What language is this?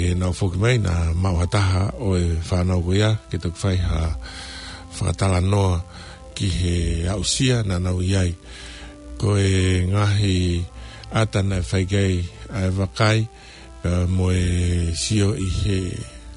Tongan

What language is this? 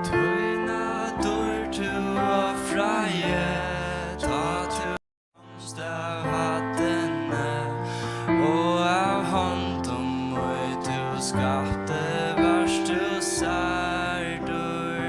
Faroese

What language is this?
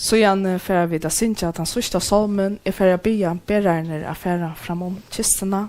Faroese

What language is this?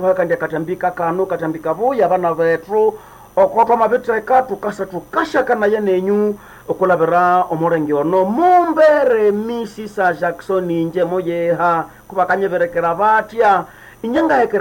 Nande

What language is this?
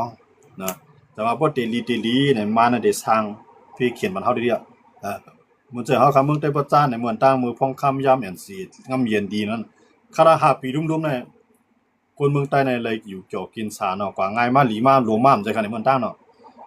Shan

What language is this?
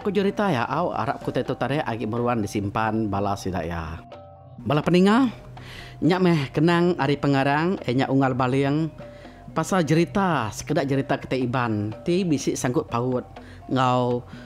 Iban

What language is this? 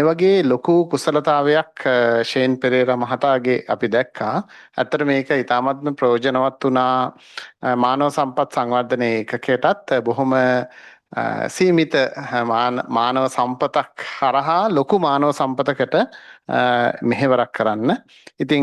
Sinhala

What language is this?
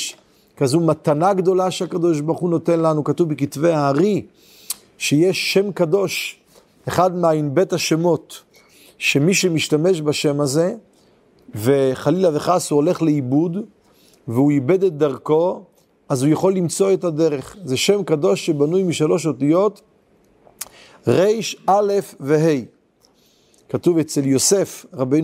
Hebrew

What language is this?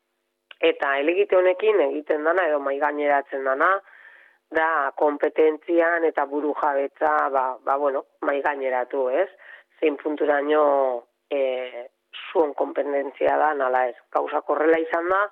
Basque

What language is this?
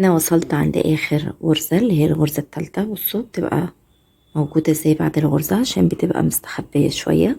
Egyptian Arabic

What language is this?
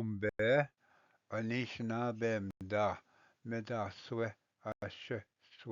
Ojibwa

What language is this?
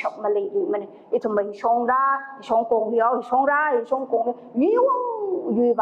Tangkhul Naga (India)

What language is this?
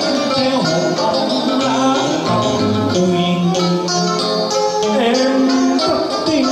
Vietnamese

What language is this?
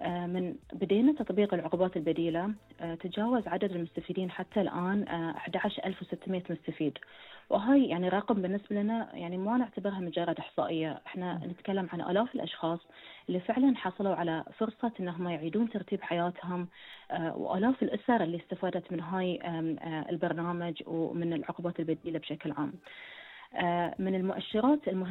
Gulf Arabic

